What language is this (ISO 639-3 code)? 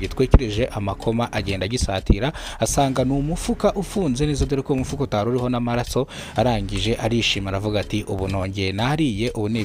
kin